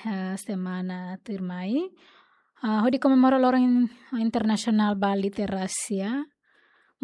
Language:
Tetum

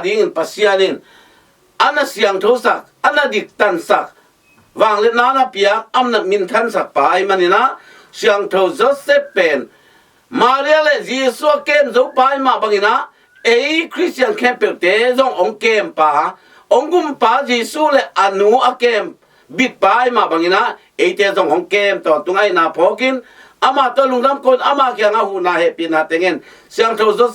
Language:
Tedim Chin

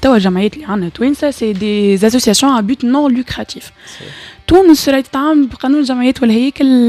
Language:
Tunisian Arabic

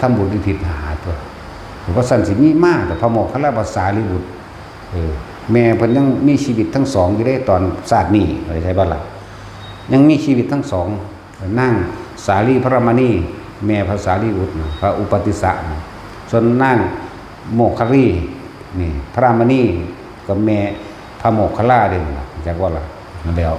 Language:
Northeastern Thai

